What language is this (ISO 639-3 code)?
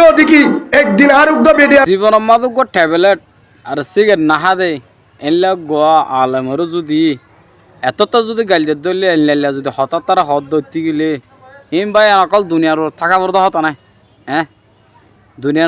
rhg